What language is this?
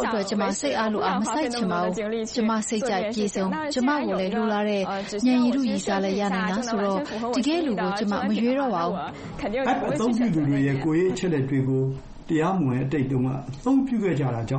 Burmese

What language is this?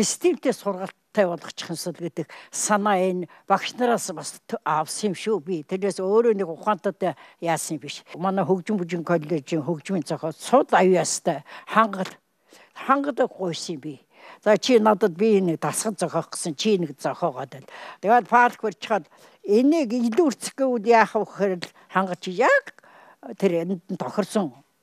Mongolian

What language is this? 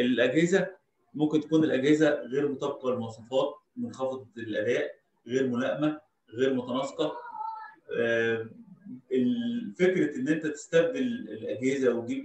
Egyptian Arabic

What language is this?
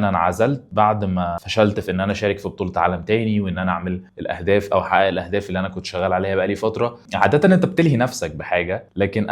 Egyptian Arabic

